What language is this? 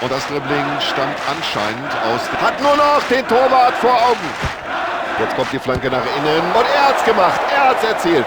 Bavarian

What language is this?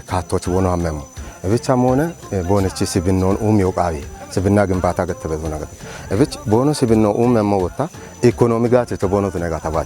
Kafa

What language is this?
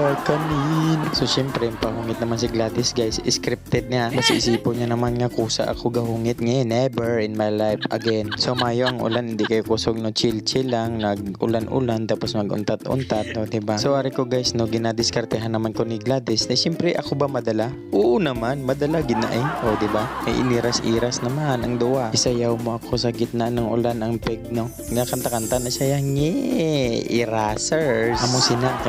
Hiligaynon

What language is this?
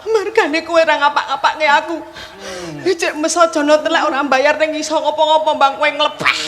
Javanese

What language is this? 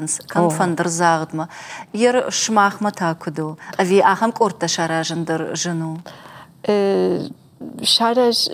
Ossetic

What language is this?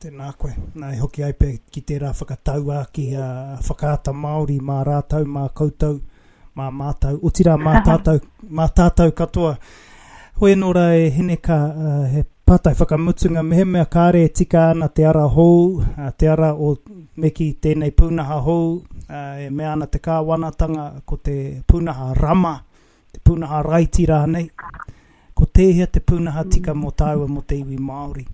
Māori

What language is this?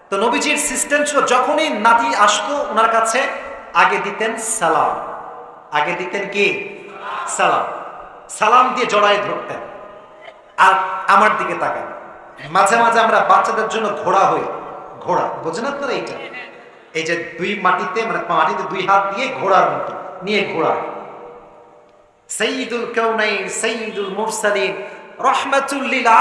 Bangla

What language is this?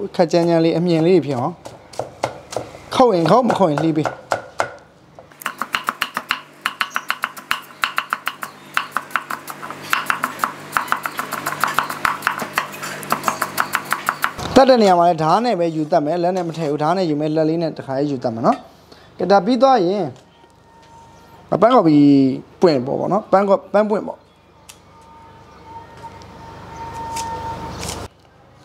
Burmese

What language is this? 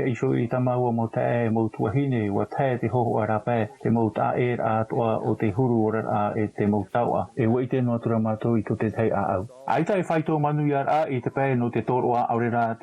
Tahitian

